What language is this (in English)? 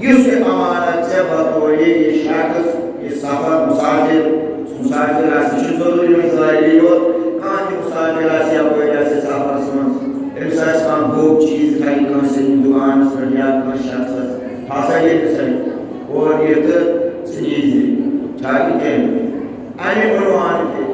Kashmiri